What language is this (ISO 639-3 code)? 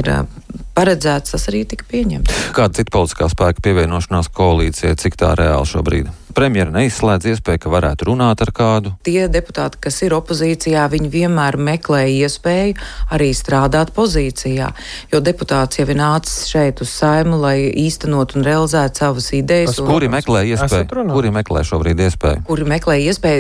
lav